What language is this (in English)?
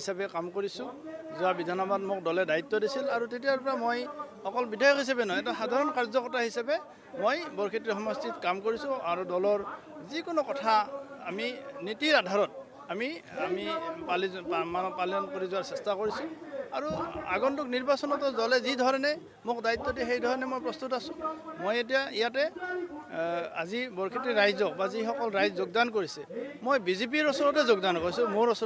Assamese